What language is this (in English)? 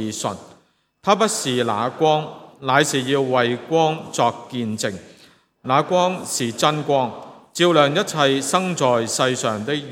Cantonese